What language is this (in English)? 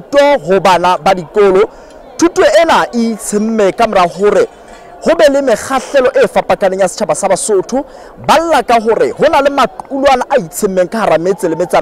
Southern Sotho